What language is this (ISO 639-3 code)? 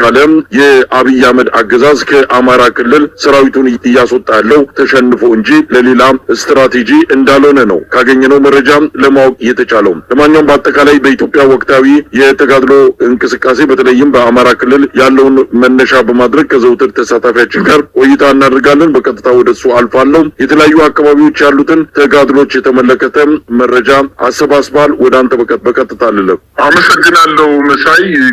amh